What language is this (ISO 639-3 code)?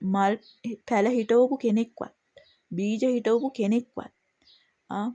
sin